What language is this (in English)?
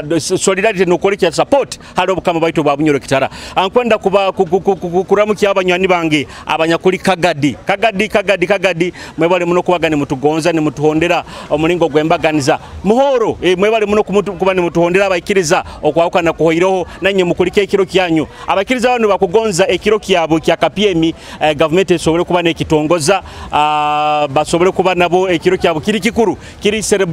Nyoro